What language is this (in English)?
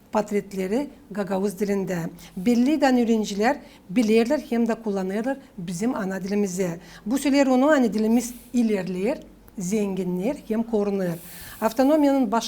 Gagauz